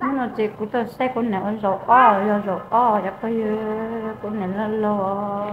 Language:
Hmong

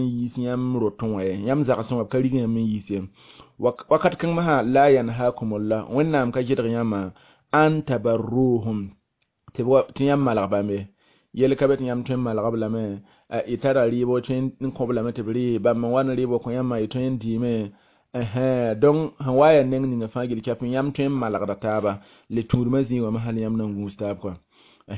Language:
Mossi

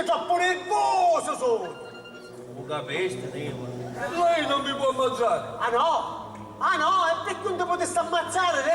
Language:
Sicilian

